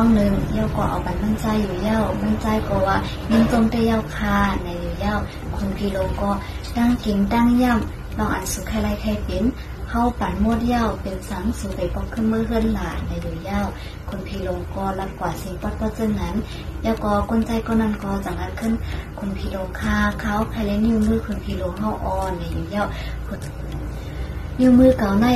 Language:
Shan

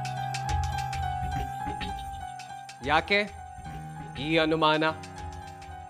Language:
Kannada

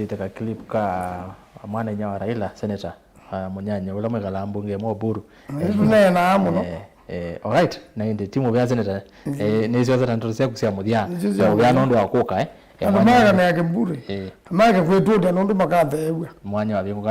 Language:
Kamba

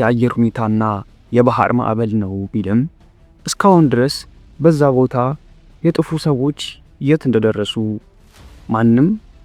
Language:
Amharic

